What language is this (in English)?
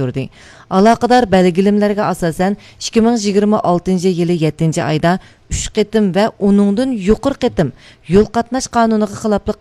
Uyghur